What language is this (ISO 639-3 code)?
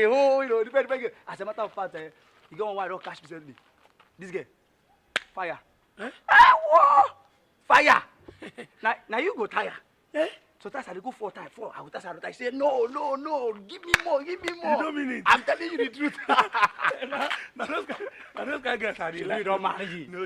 pcm